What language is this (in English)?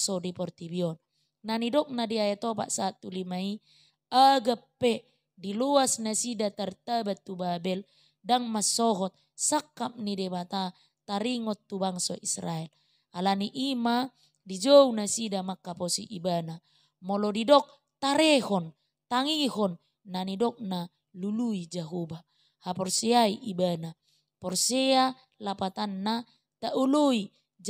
Batak Toba